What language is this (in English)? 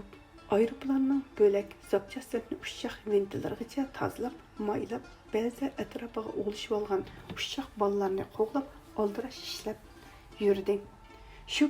Uyghur